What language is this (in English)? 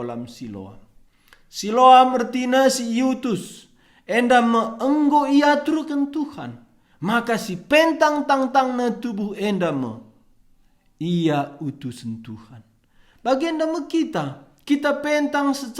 Batak Karo